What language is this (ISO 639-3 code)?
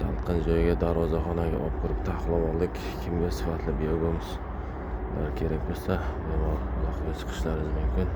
uzb